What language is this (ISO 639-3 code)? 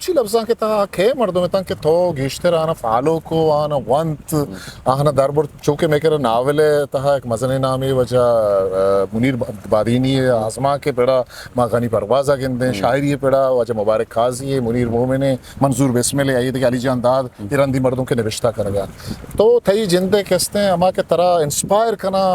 bgp